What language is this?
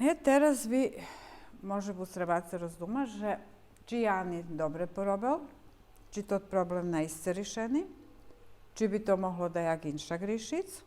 Rusyn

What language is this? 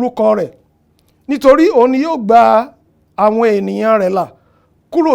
Yoruba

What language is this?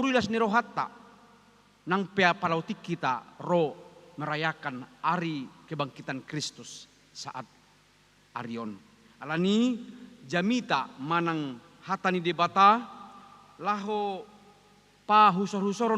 Batak Toba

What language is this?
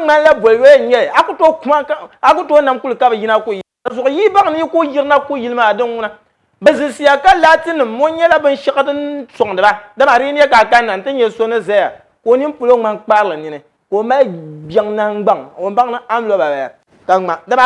Dagbani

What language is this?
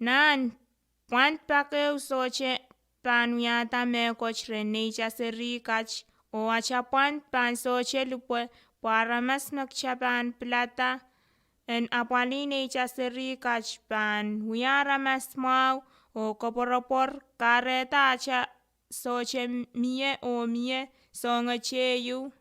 Pohnpeian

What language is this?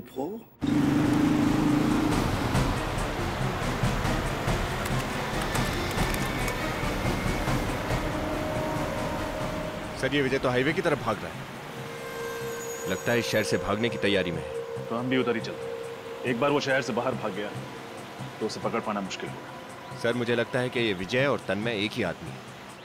Hindi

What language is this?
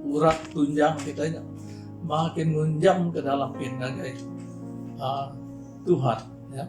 Iban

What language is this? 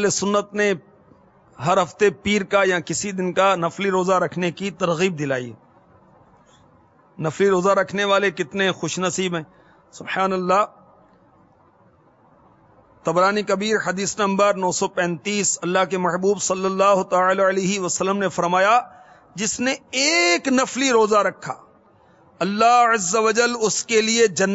Urdu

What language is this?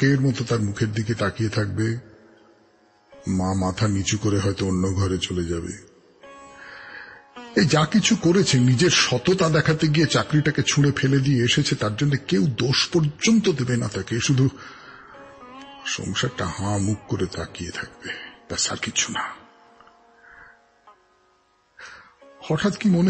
Bangla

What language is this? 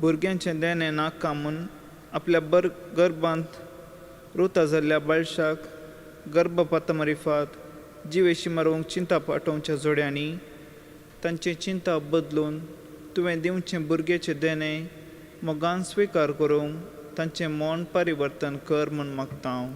Konkani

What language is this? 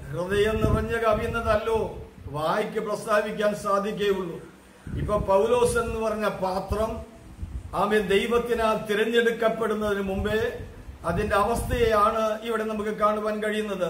Malayalam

